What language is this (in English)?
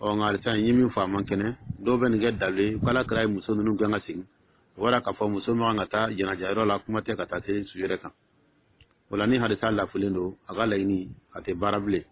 Dyula